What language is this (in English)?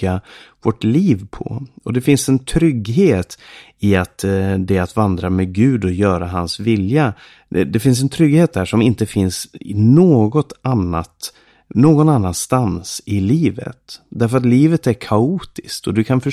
Swedish